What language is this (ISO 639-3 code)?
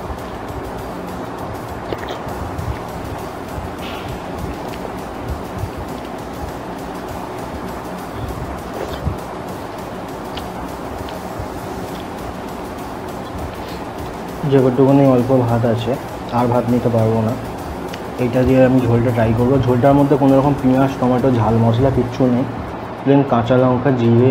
ben